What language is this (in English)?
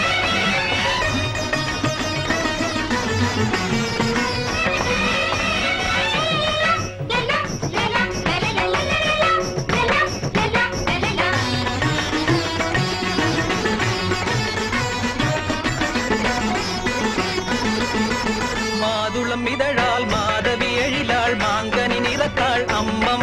Tamil